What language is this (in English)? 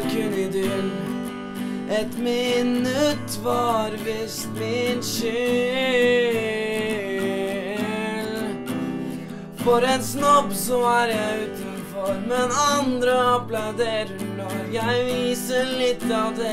Norwegian